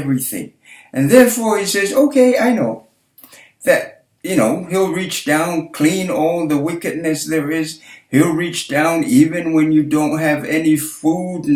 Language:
Samoan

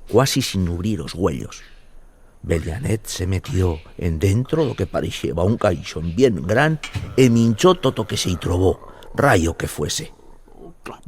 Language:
Aragonese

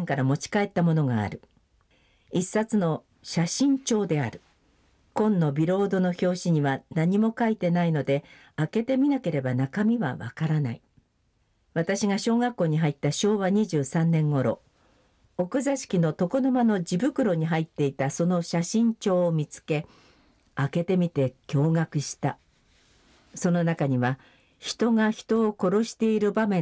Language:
Japanese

